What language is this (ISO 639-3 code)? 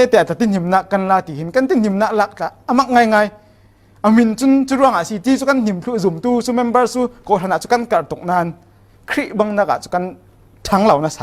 cfm